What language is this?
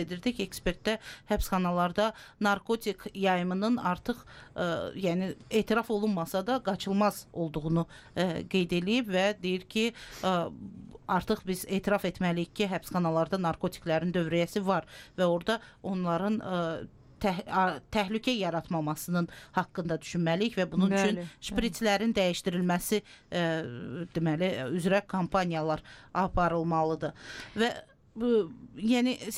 Azerbaijani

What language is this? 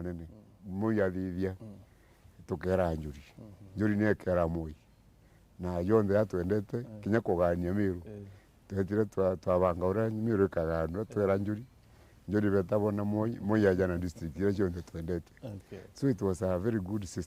Meru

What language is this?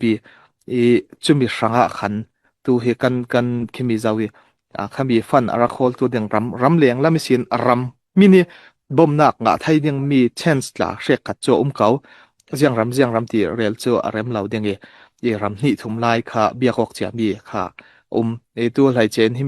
Falam Chin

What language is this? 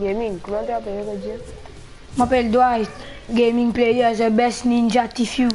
Morisyen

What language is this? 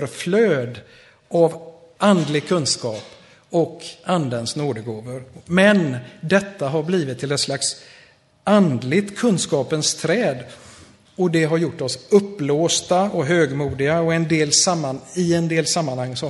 Swedish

